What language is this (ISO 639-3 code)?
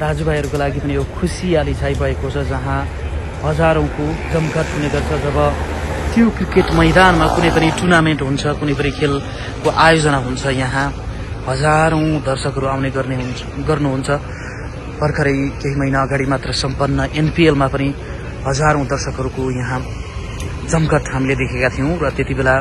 nep